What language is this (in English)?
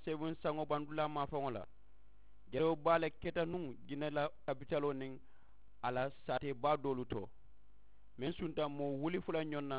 Mandingo